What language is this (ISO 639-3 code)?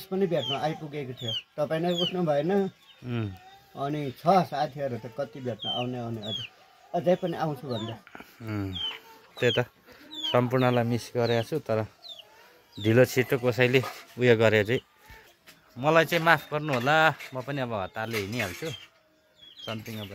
nep